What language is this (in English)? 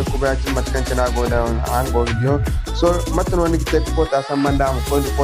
Zarma